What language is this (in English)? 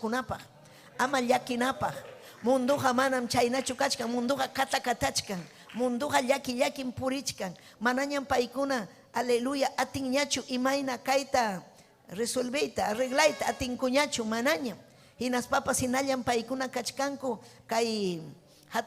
Ayacucho Quechua